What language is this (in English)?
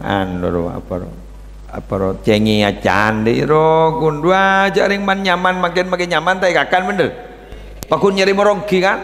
Madurese